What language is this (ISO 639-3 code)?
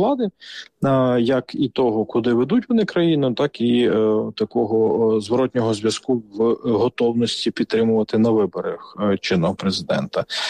ukr